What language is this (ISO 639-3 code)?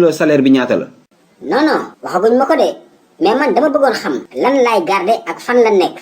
wol